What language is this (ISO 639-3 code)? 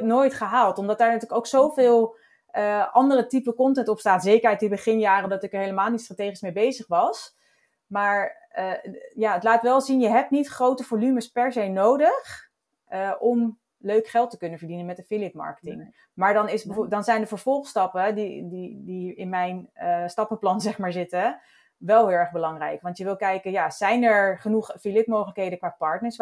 nld